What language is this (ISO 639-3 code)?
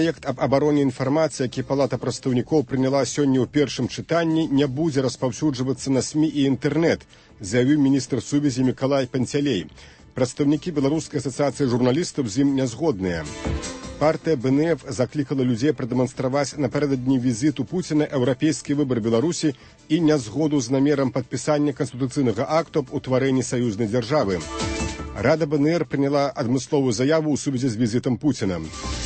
bel